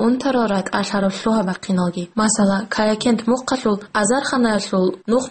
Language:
Avaric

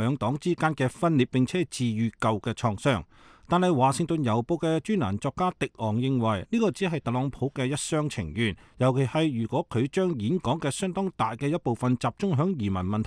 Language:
Cantonese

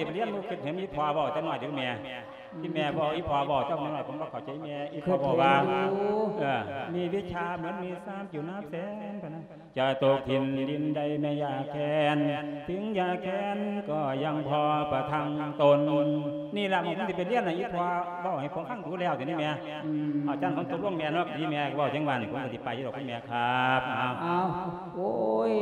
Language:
Lao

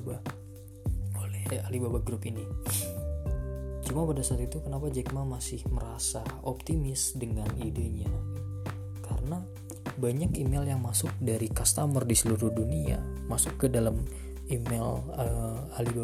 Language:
Indonesian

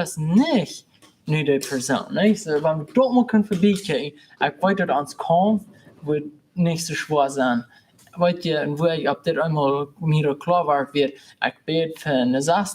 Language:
Plautdietsch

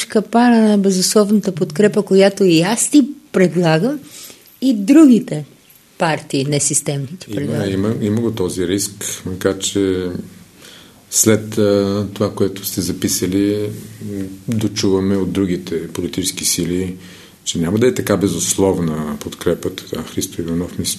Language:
Bulgarian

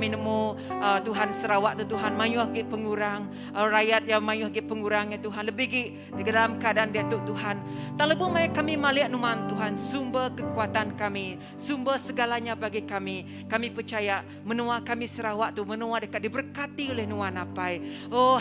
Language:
Iban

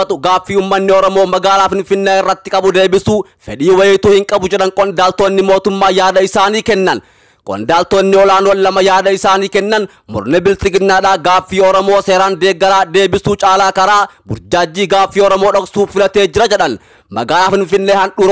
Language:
Oromo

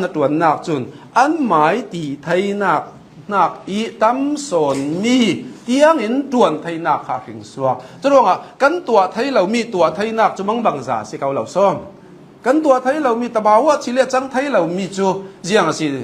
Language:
Hakha Chin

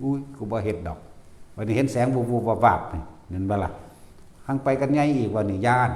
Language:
Northeastern Thai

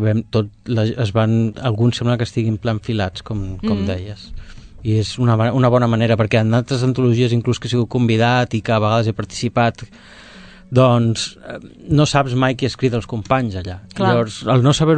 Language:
Catalan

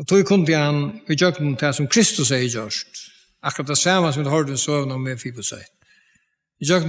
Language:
Faroese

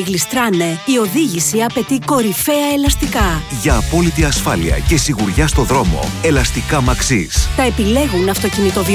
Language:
Greek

